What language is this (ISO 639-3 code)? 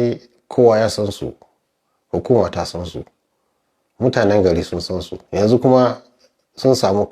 hau